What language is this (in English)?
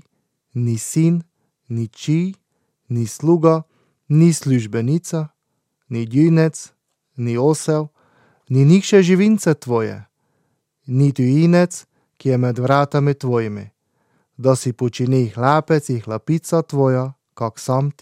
Slovenian